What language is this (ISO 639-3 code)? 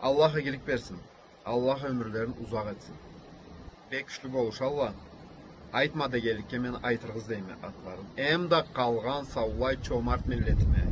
krc